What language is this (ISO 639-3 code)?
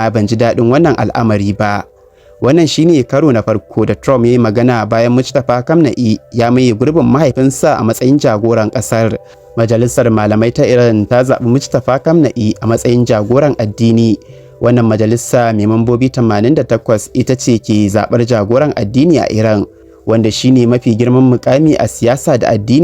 hau